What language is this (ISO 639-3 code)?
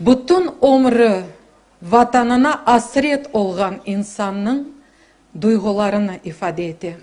crh